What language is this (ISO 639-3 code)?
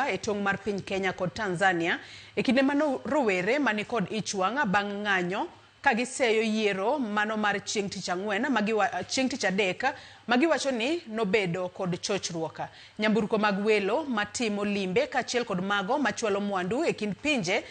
luo